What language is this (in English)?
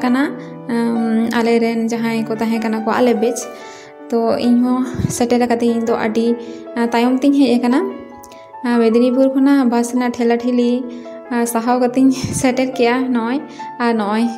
Santali